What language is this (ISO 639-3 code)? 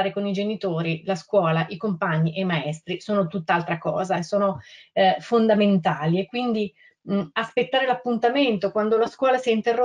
ita